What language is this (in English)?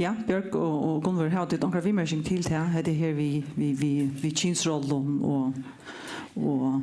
Faroese